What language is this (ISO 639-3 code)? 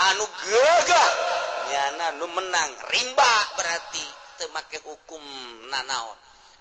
sun